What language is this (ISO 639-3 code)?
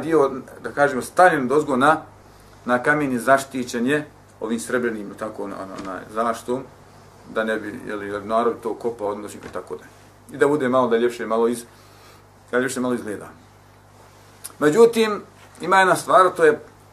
bos